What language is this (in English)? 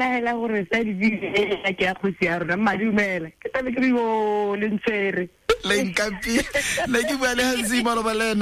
Tswana